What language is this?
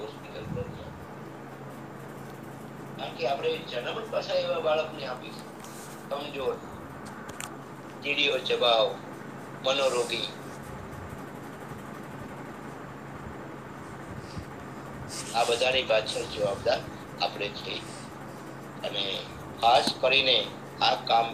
Gujarati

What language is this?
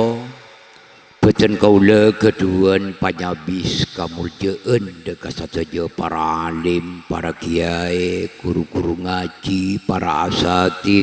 Madurese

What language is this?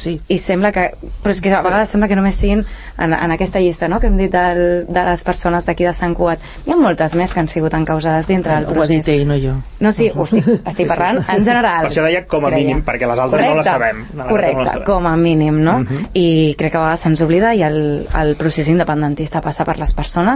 Catalan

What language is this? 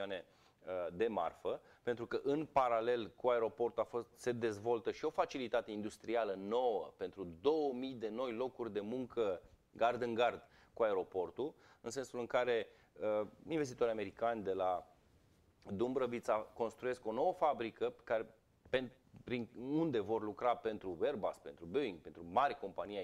Romanian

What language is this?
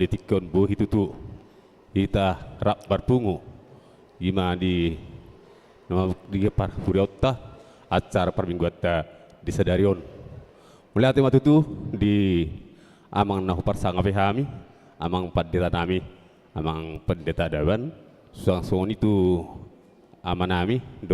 Batak Toba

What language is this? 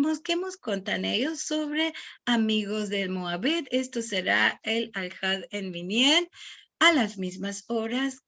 Ladino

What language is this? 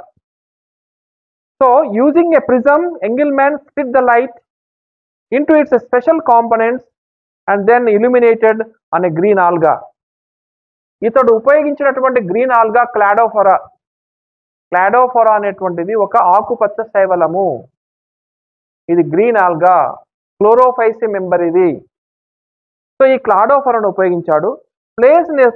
Telugu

